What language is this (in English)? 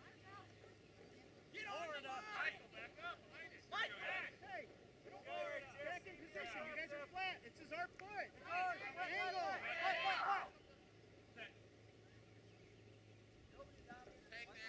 English